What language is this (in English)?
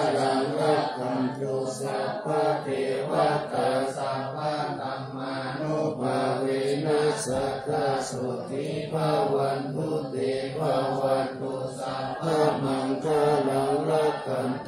Pali